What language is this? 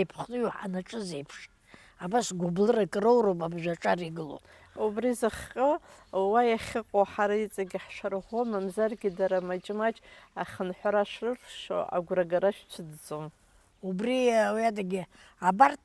Abkhazian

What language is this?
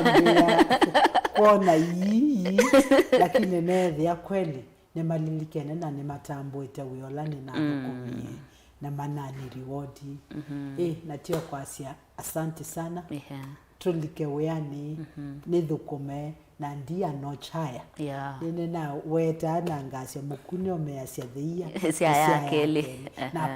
Kamba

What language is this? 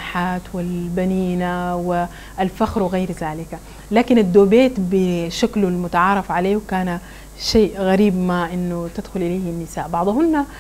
Arabic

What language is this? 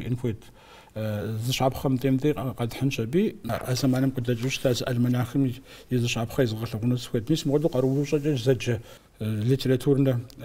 Kabardian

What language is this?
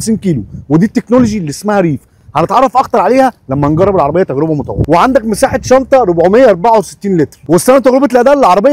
Egyptian Arabic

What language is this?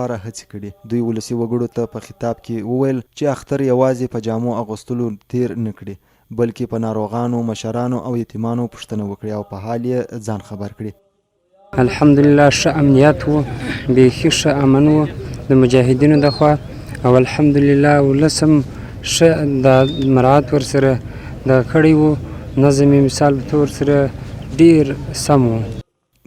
Pashto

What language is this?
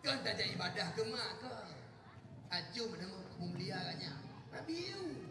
Achinese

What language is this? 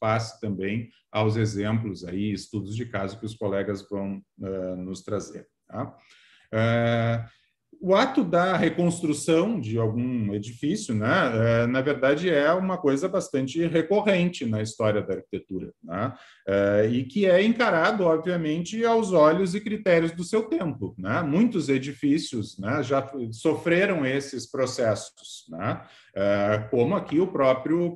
Portuguese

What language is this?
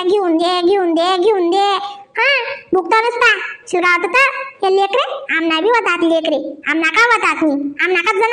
Khandesi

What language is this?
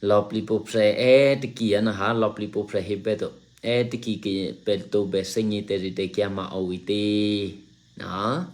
Eastern Kayah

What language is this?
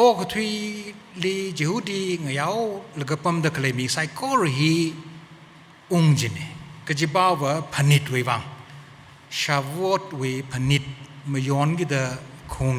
Tangkhul Naga (India)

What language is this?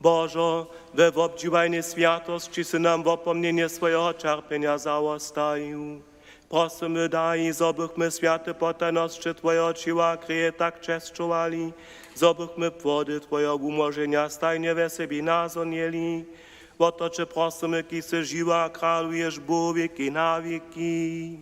Upper Sorbian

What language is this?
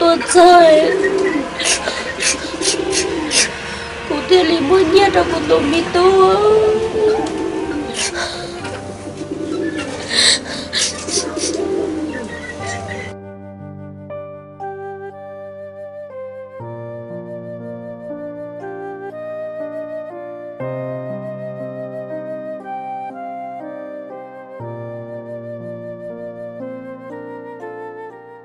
Vietnamese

